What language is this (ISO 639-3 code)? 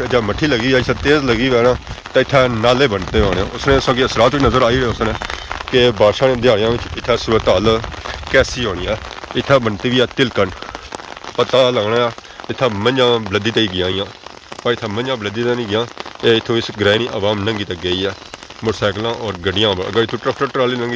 phr